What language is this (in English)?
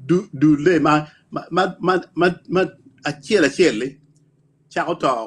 Acoli